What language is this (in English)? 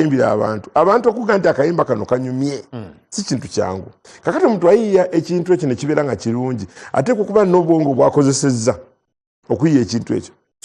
Ganda